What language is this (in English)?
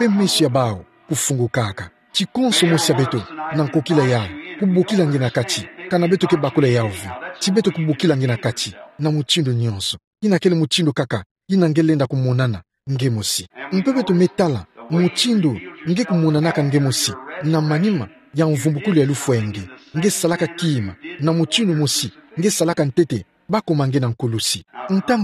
Kituba (Democratic Republic of Congo)